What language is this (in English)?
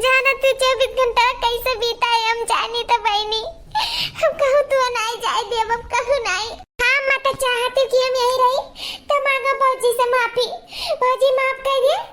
Awadhi